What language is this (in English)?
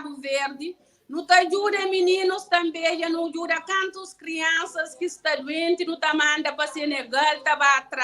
Kabuverdianu